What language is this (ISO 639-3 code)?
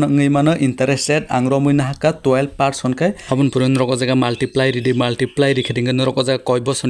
trp